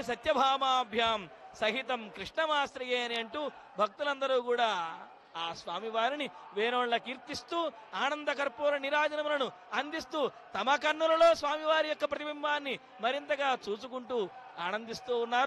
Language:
Telugu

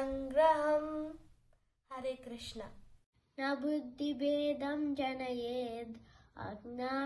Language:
Sanskrit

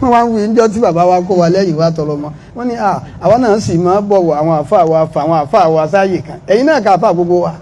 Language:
Yoruba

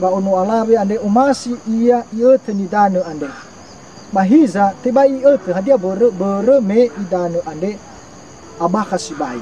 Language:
Nias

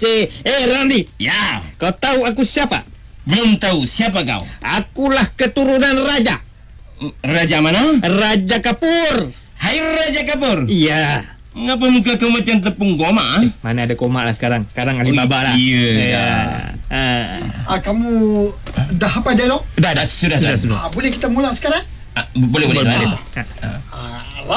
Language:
Malay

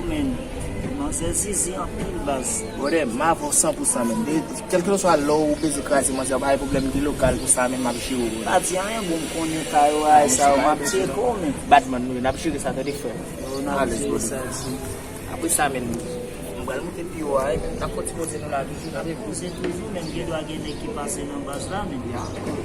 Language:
Haitian Creole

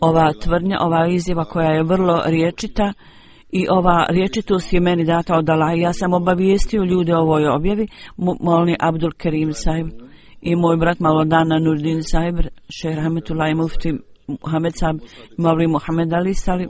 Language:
Bosnian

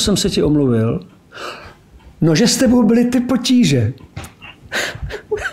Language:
Czech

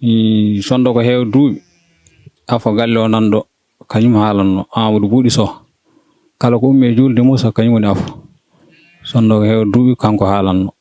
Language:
Fula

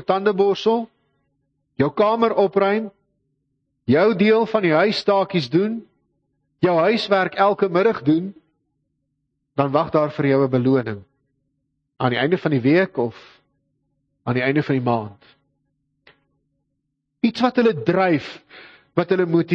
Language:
Afrikaans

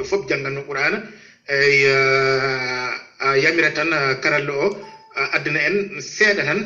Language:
Fula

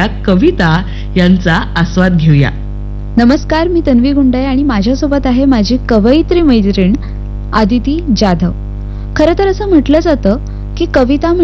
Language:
Marathi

